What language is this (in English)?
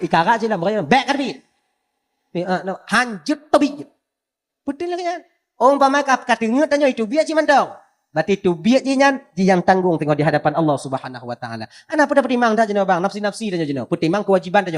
Achinese